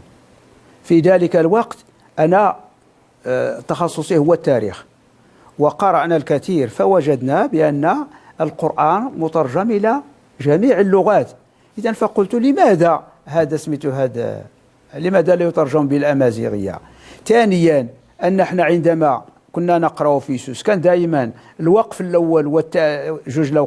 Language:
Moroccan Arabic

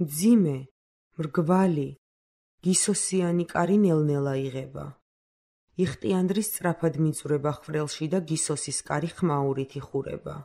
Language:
Georgian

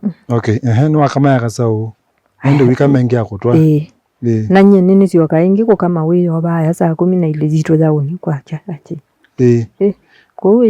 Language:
Kamba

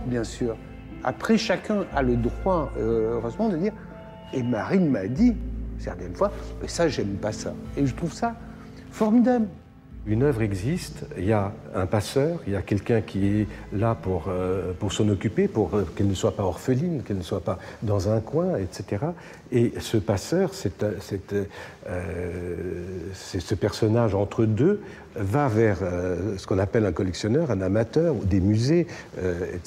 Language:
French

